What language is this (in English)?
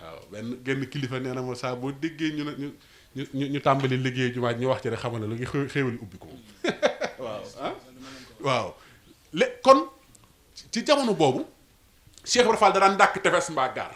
Wolof